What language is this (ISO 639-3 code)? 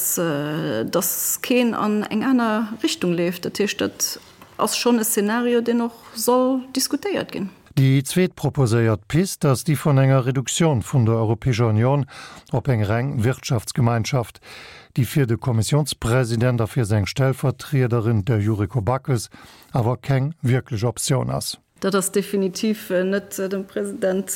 ltz